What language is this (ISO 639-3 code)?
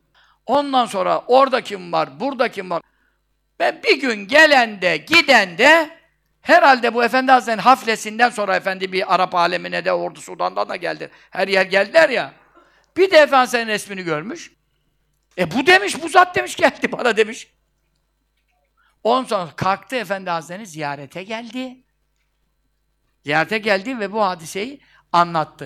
tur